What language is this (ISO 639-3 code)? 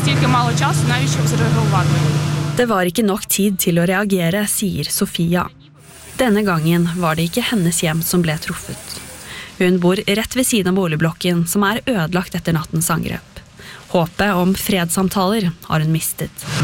nor